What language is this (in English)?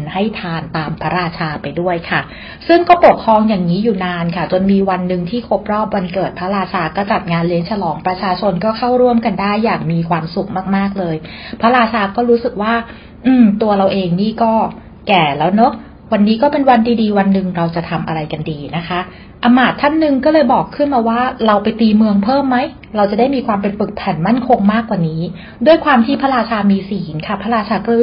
Thai